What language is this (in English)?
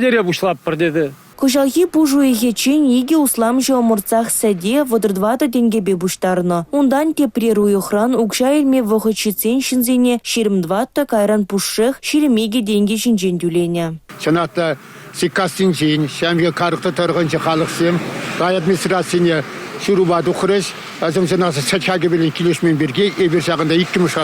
Chuvash